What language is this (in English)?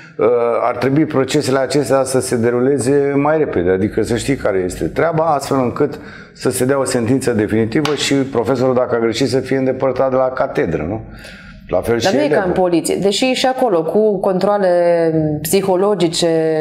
Romanian